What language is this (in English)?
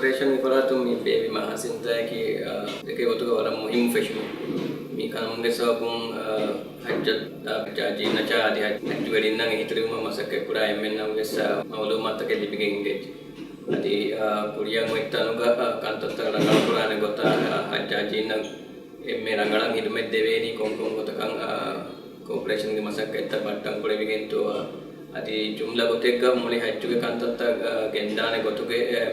Divehi